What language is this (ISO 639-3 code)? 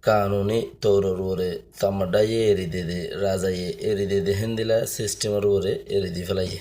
rhg